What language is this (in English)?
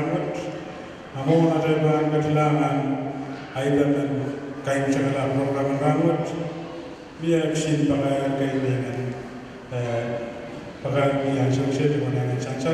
Pohnpeian